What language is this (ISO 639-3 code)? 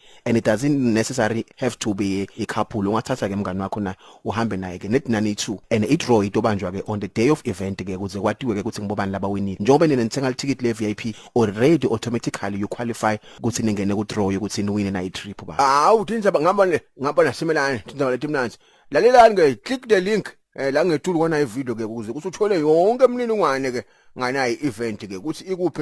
ssw